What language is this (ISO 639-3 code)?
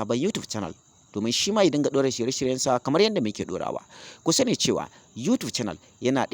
hau